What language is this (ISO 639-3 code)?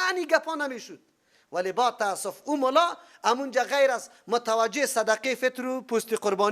fas